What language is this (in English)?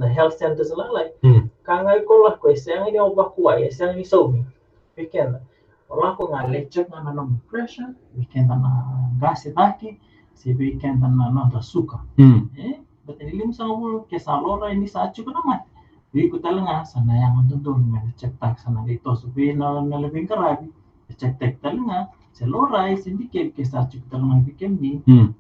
Fijian